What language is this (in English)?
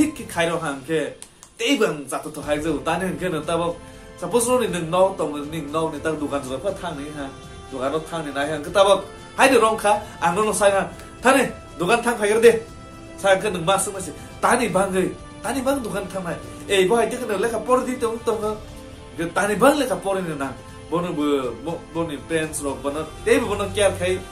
Kok Borok